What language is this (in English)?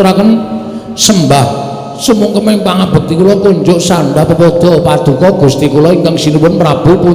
Javanese